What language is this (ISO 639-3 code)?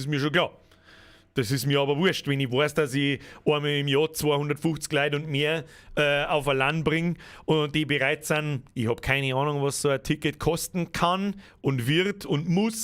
bar